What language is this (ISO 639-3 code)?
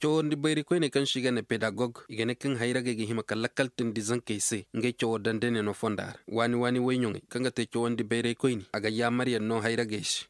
ses